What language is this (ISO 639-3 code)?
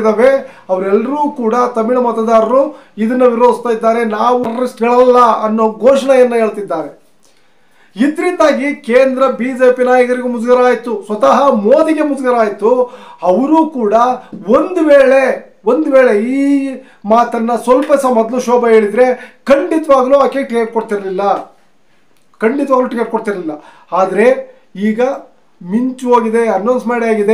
kan